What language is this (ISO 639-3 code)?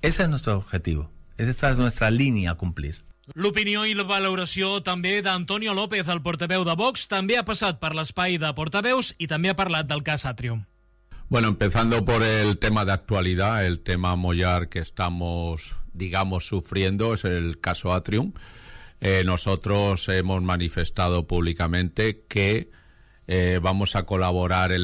cat